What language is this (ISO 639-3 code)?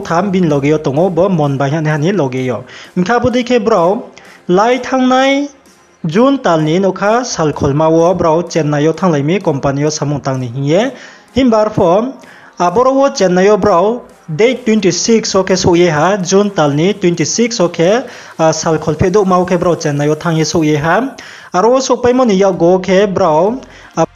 ria